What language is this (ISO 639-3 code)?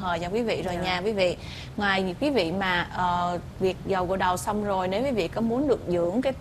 vie